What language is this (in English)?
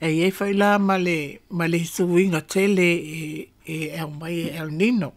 Samoan